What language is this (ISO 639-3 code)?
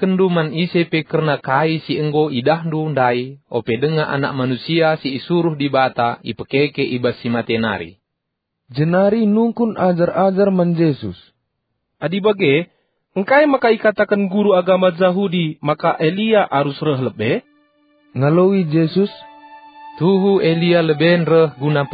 btx